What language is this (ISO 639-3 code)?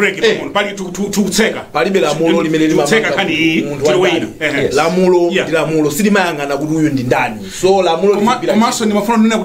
nya